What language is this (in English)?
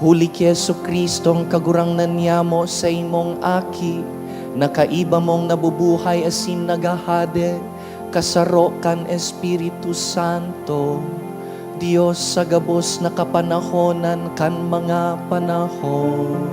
Bikol